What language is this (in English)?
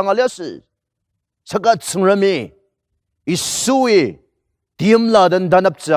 Ao Naga